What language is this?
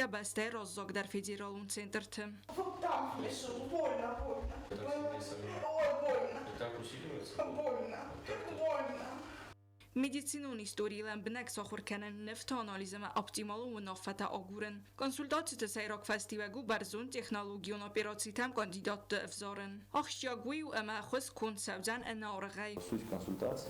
Ossetic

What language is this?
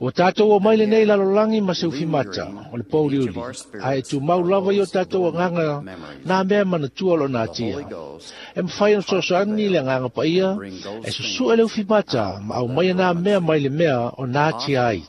Samoan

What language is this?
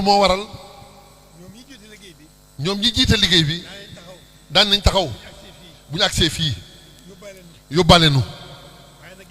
Wolof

